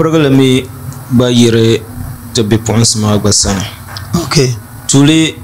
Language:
Dagbani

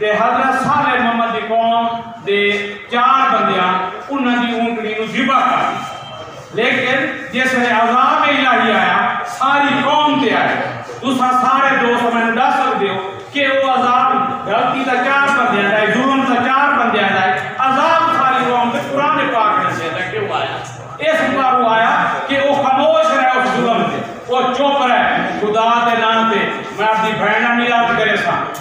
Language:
Saraiki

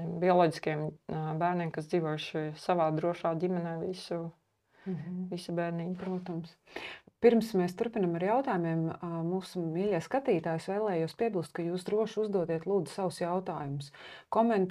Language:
Latvian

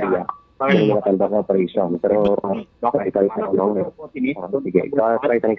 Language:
Filipino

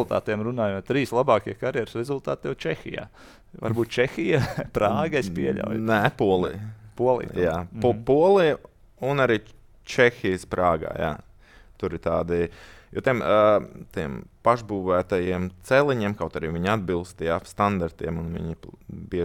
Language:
Latvian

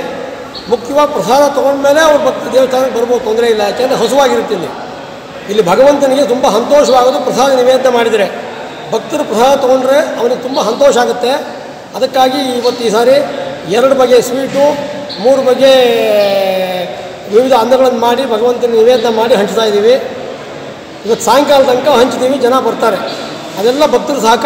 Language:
Kannada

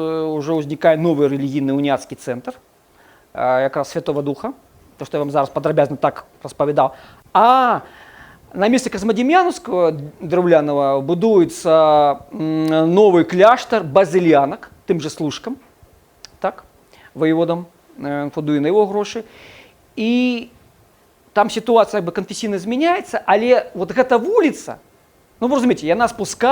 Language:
Belarusian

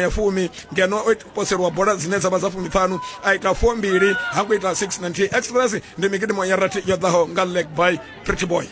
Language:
Venda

